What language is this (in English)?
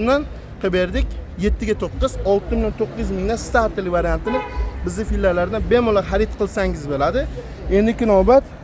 Uzbek